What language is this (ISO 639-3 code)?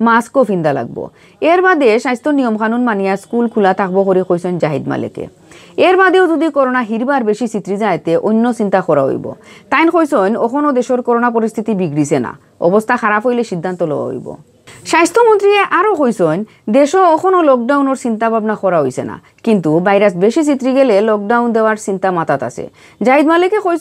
syl